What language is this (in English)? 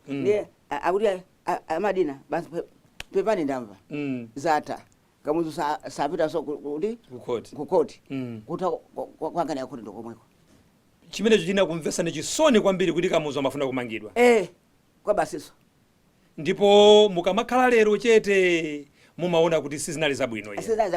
Nyanja